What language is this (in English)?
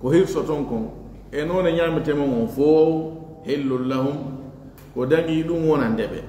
Fula